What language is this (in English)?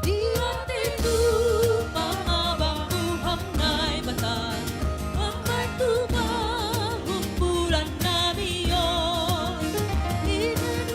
Batak Simalungun